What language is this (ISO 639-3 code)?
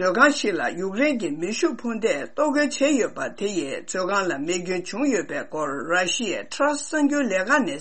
bod